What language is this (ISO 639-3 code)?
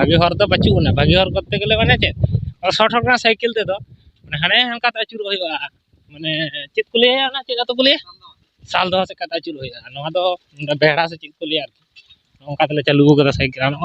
sat